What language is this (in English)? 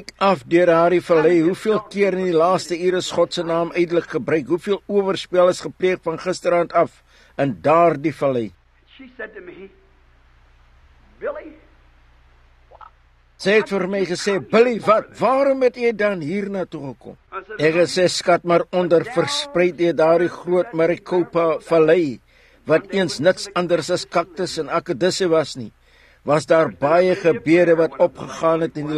Afrikaans